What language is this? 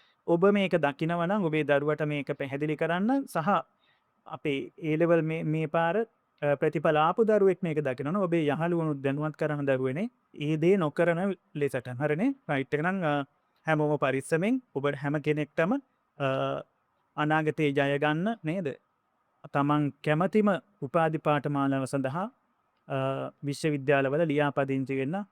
Sinhala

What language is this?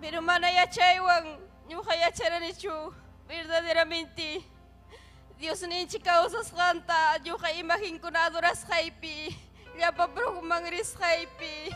Ayacucho Quechua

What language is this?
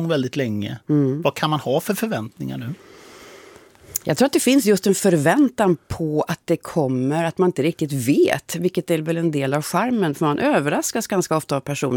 Swedish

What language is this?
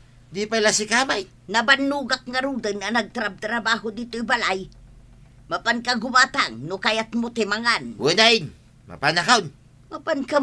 Iloko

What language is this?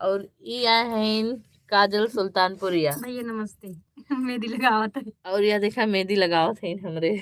Awadhi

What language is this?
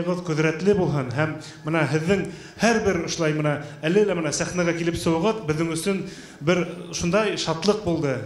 Bashkir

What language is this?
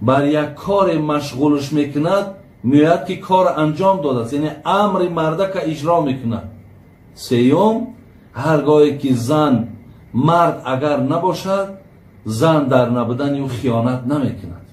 Tajik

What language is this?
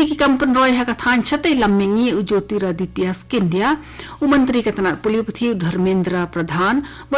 Khasi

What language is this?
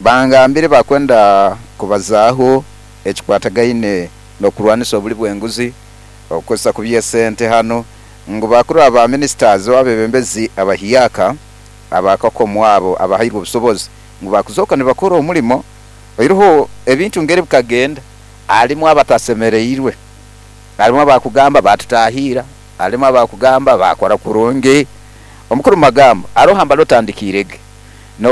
Nyankole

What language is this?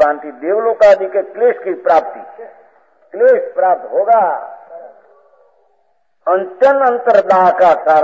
Hindi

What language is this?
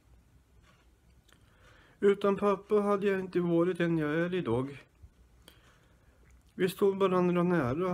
Swedish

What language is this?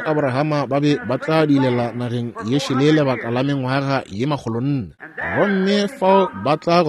Northern Sotho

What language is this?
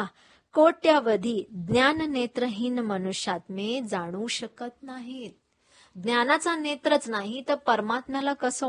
Marathi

